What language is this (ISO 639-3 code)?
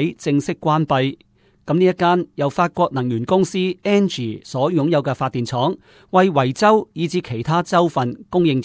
yue